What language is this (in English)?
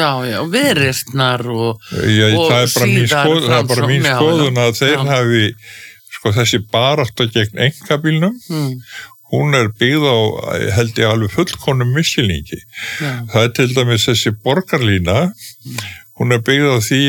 Icelandic